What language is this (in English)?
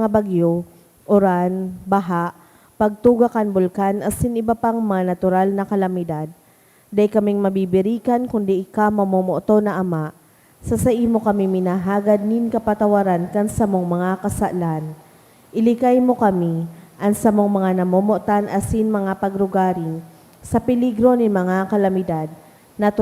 Bikol